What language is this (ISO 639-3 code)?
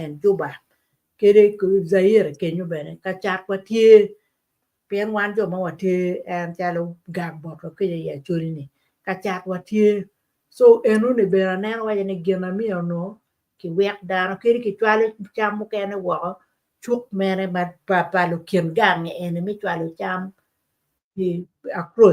ach